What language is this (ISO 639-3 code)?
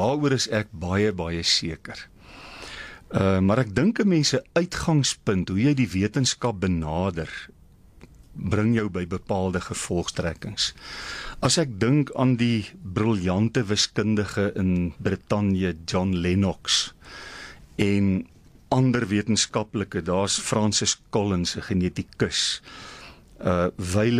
afr